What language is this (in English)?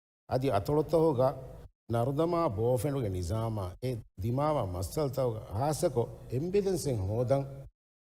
Divehi